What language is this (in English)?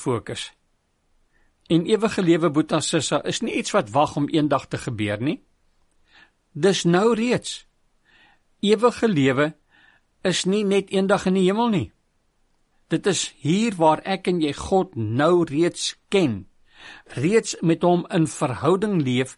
Afrikaans